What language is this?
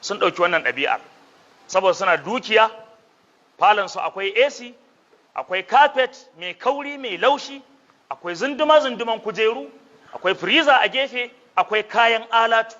Hausa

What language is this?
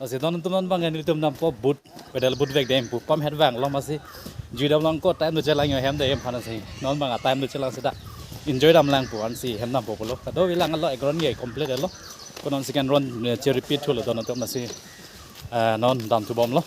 Karbi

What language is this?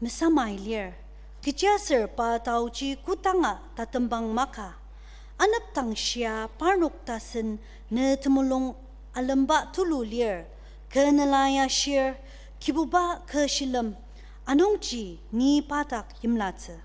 Ao Naga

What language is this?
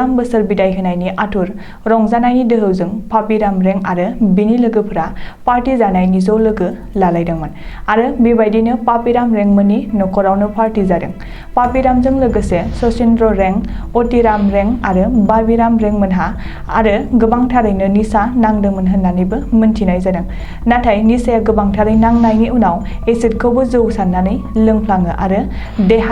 Bodo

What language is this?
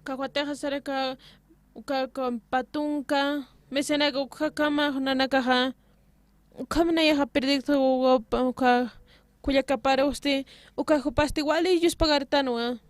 Aymara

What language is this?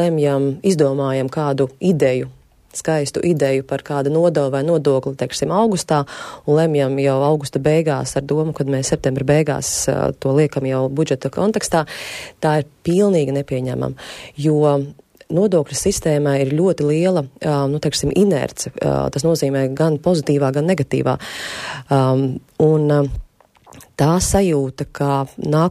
Latvian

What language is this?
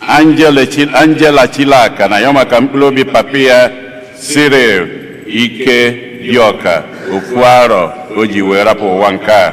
Igbo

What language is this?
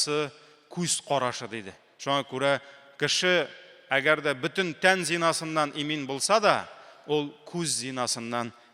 Tatar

